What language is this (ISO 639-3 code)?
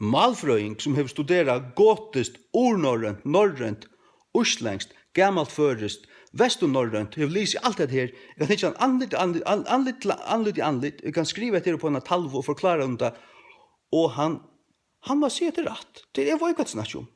fao